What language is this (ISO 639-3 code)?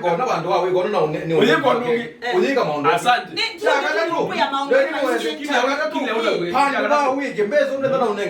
kam